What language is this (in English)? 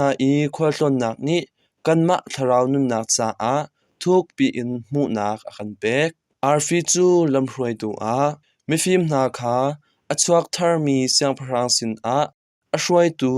Hakha Chin